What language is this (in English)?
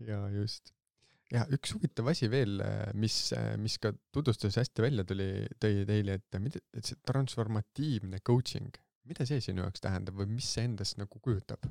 Estonian